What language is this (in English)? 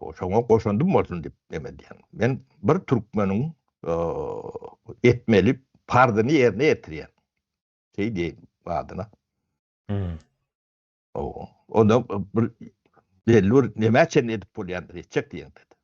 Turkmen